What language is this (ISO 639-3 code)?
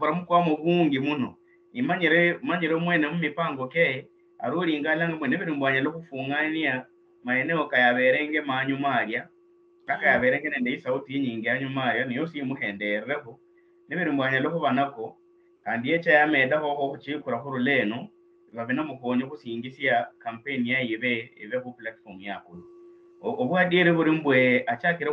luy